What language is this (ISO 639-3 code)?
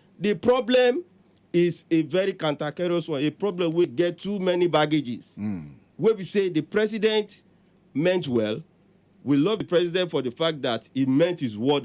pcm